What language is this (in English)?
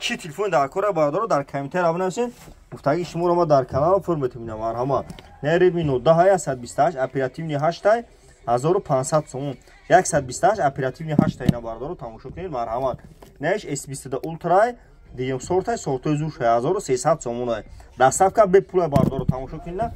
Tajik